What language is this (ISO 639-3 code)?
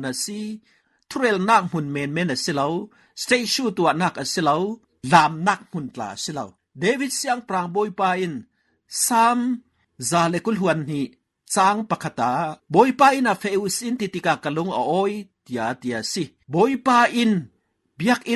cfm